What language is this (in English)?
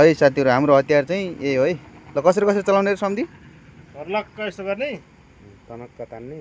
Nepali